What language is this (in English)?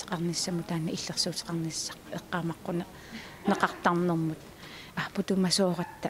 Kalaallisut